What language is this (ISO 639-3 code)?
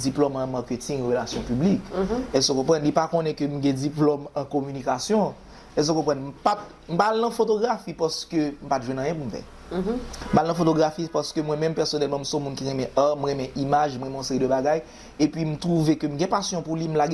hat